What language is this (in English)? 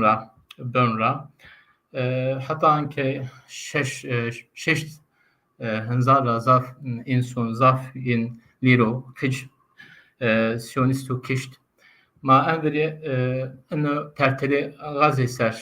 Zaza